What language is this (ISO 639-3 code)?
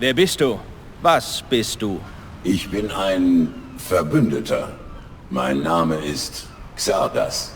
bar